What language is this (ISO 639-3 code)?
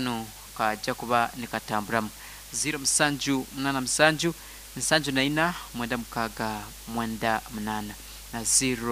nyo